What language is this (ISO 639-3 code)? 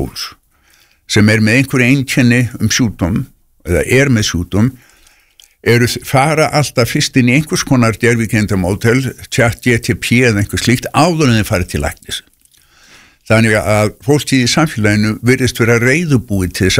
isl